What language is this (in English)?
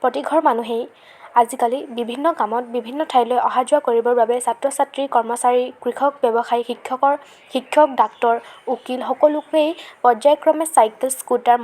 Assamese